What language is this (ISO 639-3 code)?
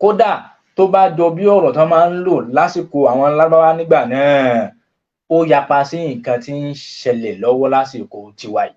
yor